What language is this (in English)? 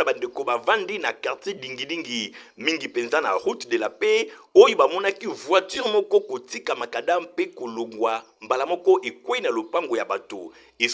Lingala